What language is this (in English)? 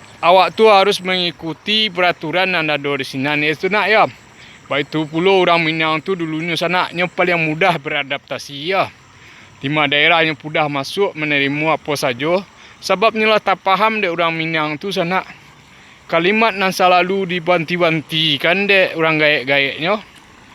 Minangkabau